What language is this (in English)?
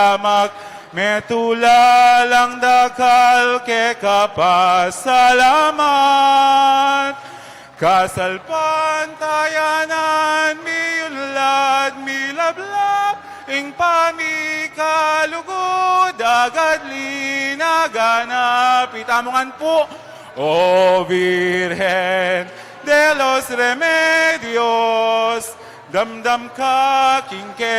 Pampanga